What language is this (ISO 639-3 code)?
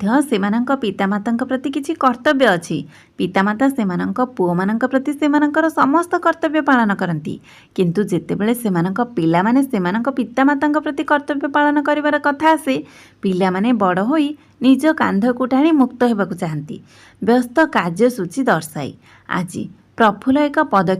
ori